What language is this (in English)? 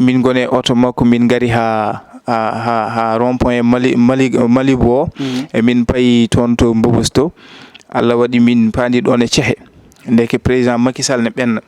Fula